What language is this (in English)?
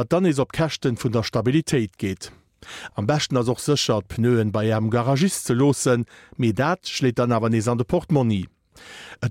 Luxembourgish